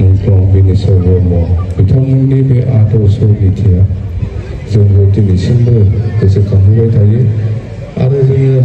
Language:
Bodo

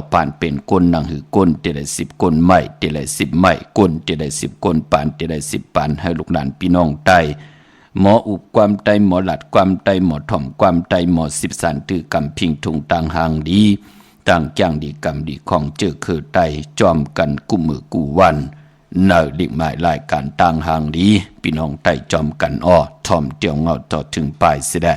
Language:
Shan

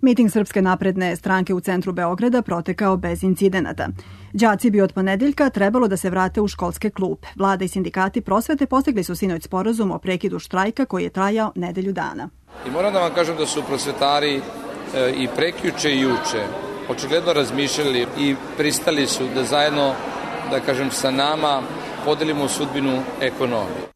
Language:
Serbian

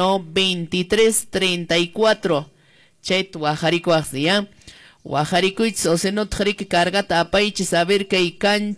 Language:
Quechua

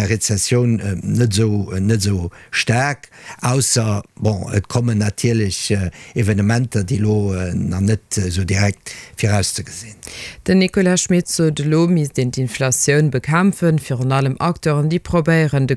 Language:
Luxembourgish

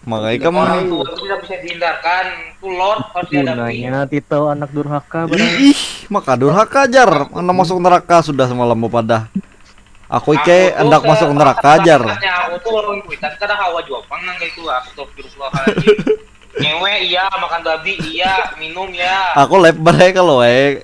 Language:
Banjar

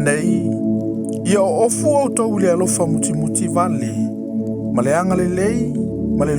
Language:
Samoan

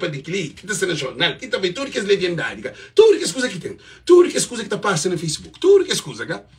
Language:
Kabuverdianu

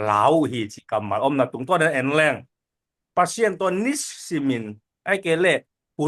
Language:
Tedim Chin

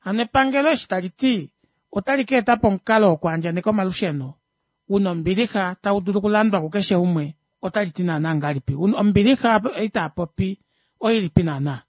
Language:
Kuanyama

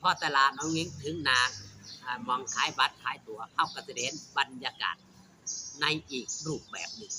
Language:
Northeastern Thai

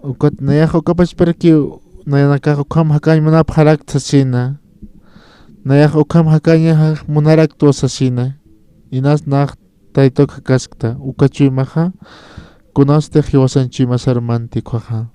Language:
Aymara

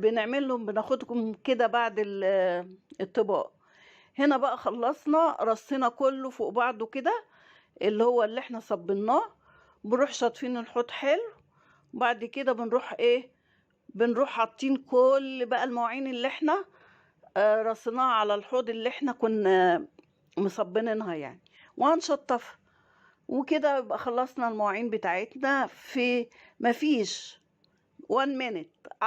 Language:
Egyptian Arabic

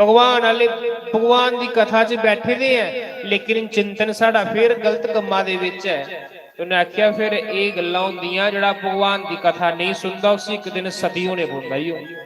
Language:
Dogri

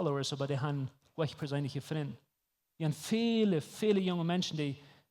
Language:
Plautdietsch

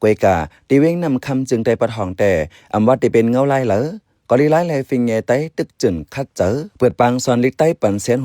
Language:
Shan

